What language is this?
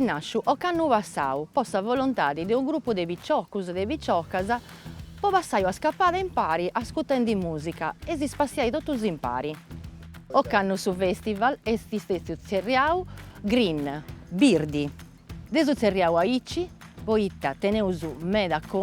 Sardinian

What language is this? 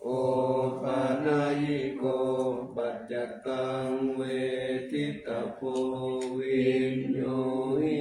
Pali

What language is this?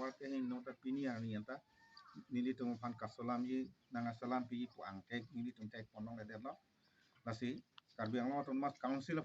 Karbi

